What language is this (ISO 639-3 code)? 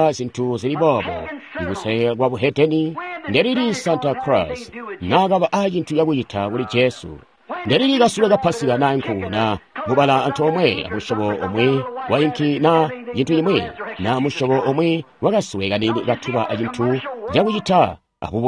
toi